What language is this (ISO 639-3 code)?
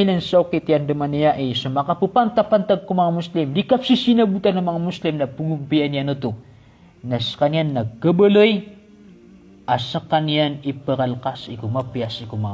mrw